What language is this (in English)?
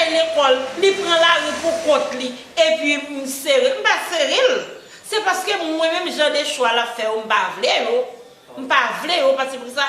Haitian Creole